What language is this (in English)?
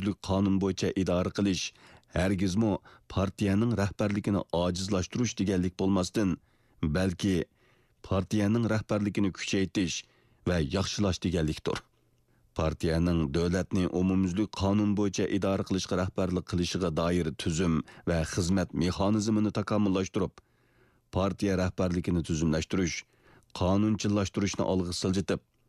Uyghur